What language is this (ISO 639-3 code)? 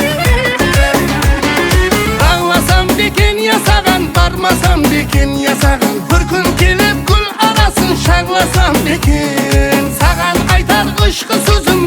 kaz